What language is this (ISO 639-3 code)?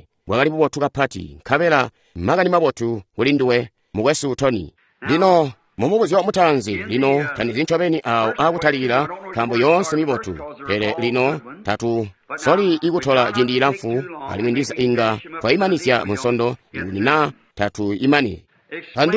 toi